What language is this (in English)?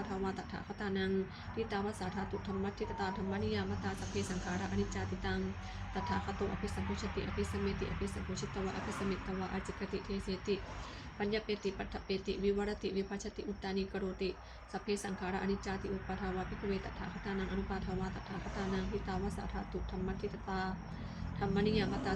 Pali